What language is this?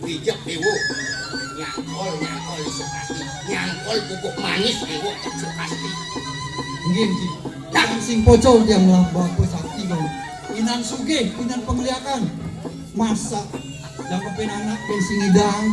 Balinese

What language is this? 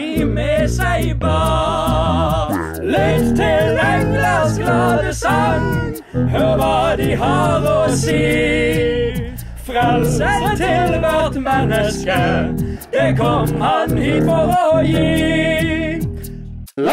Norwegian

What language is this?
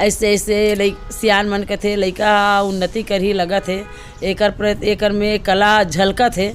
Chhattisgarhi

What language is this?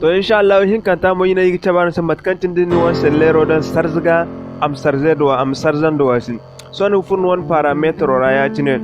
Zarma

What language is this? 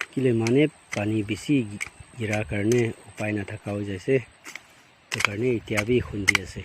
Naga Pidgin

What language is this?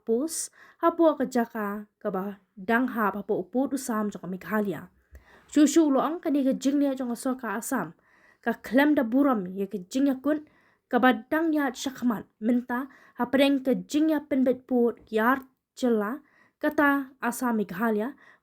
Khasi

